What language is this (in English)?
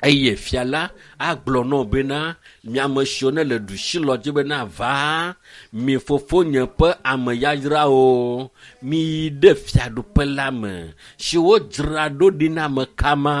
Ewe